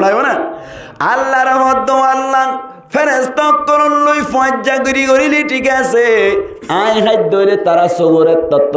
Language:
Rohingya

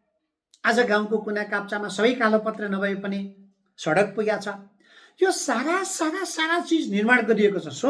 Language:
Nepali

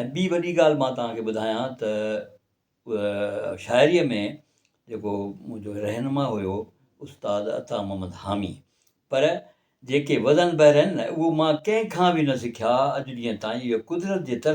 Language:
Sindhi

